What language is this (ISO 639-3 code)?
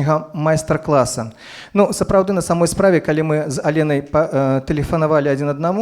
bel